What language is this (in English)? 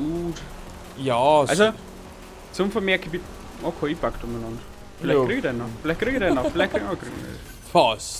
Bavarian